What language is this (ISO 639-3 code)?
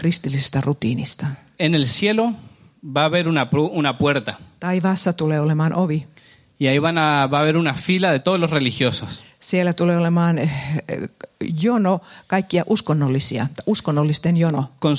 fin